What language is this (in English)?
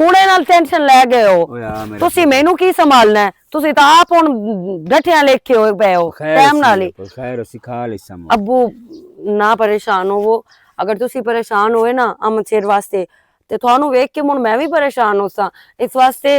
Western Panjabi